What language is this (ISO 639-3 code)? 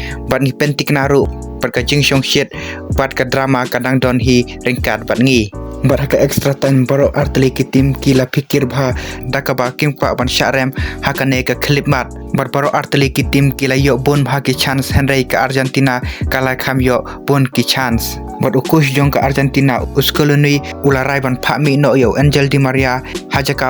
kha